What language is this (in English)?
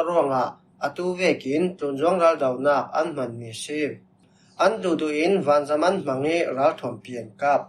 Falam Chin